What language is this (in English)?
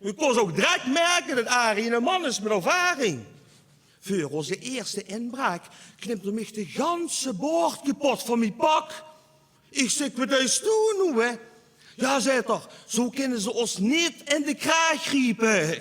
Limburgish